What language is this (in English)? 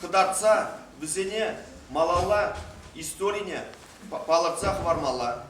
Chuvash